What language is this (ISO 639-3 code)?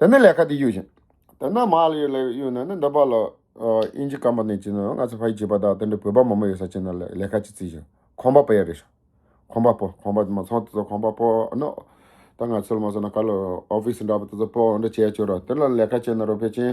bod